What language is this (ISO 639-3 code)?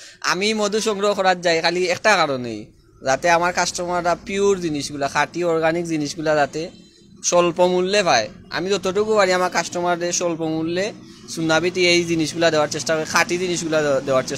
syl